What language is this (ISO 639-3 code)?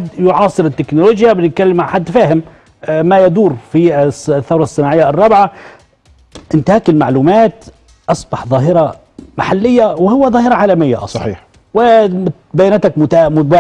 arz